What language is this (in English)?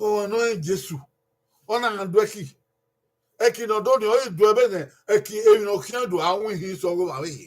Bini